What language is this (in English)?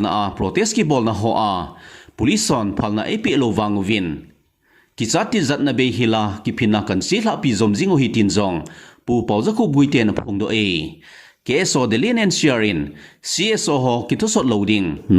Thado Chin